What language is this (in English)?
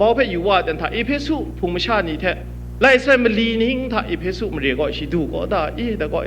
Kachin